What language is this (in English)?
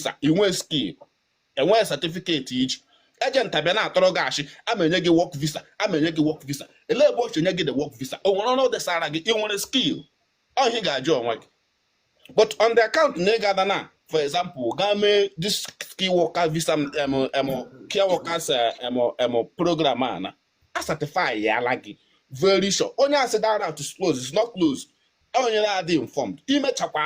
Igbo